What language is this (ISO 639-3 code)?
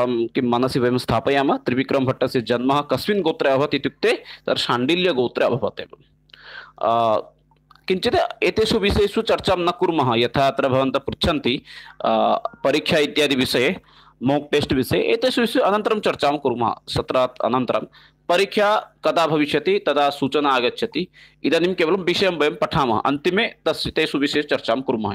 san